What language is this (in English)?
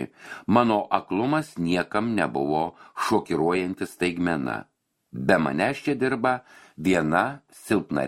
Lithuanian